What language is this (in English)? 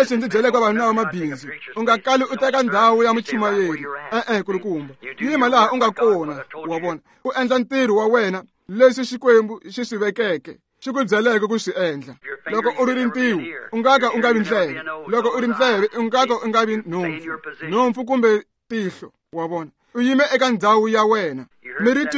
Tsonga